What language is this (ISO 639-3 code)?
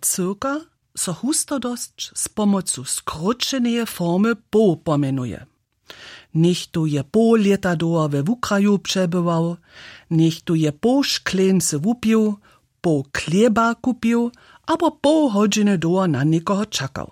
hsb